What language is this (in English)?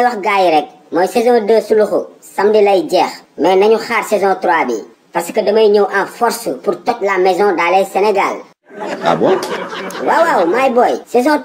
Wolof